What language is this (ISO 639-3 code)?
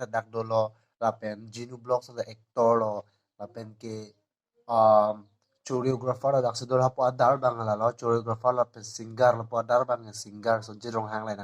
mjw